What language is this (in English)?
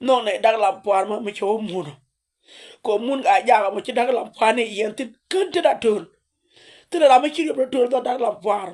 Nuer